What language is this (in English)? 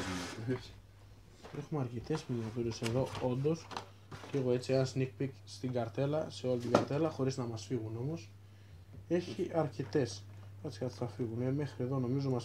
Greek